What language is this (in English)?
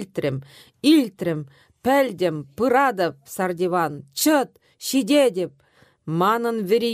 Chuvash